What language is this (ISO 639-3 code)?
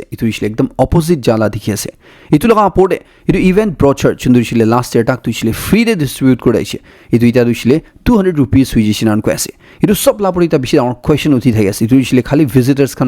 nag